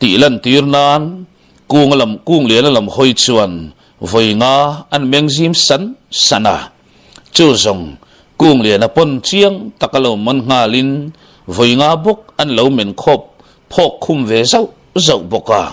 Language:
Mizo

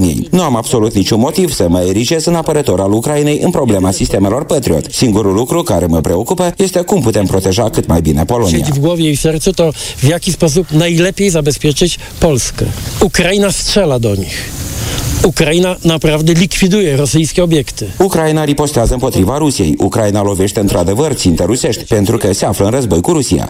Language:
Romanian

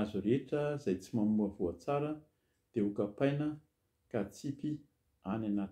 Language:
Malagasy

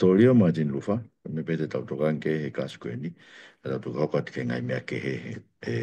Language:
Tongan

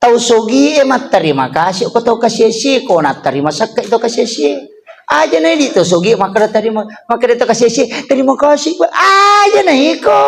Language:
Buginese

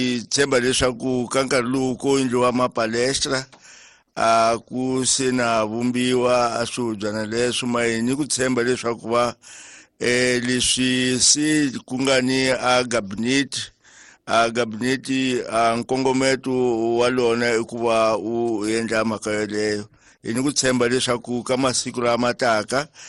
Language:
Tsonga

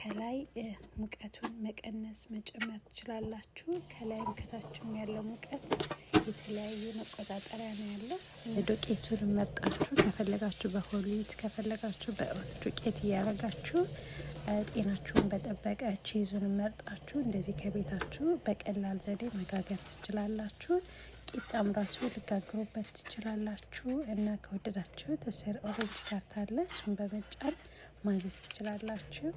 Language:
Amharic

